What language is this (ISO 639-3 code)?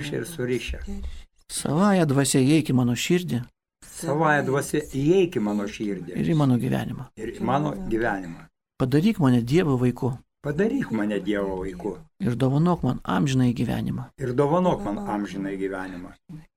lit